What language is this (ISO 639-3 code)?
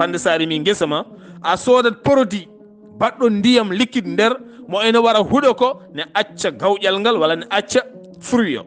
ful